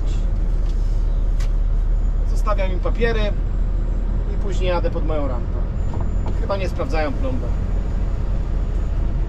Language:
Polish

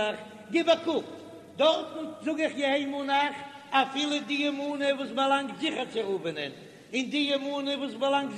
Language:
Yiddish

